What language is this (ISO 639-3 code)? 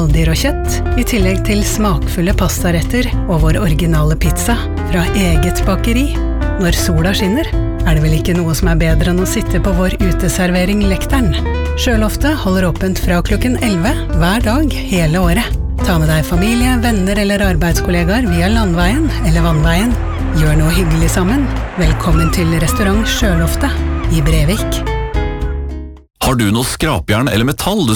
nor